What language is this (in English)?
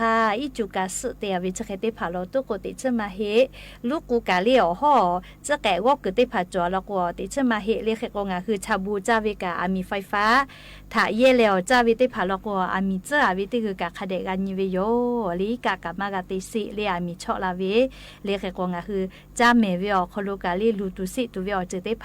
Lahu